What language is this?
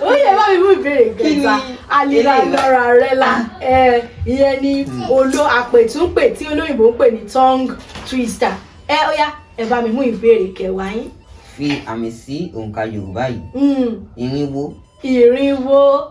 Yoruba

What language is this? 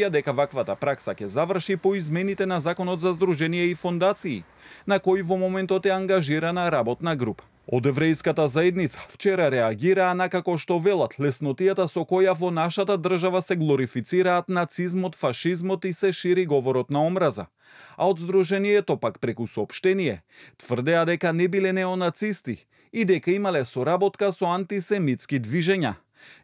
Macedonian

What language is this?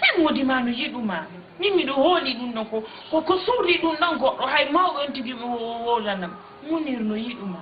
Fula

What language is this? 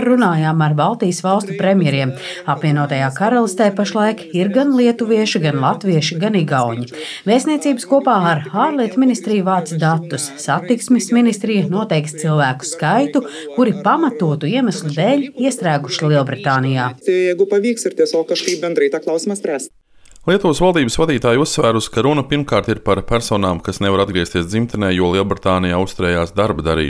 Latvian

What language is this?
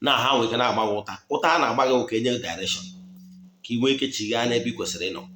Igbo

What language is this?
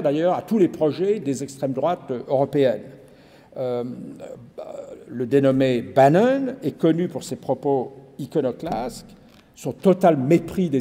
French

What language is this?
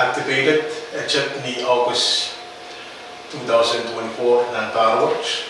Pohnpeian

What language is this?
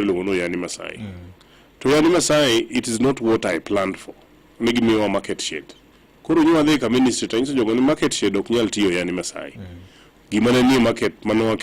Luo (Kenya and Tanzania)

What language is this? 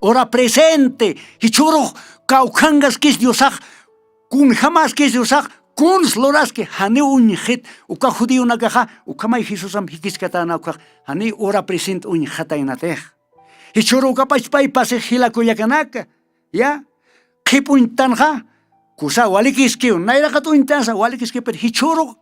Aymara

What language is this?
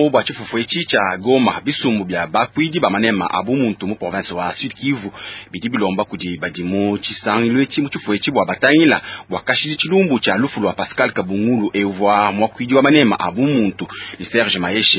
Luba-Lulua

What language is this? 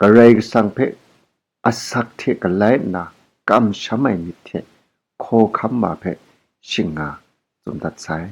Kachin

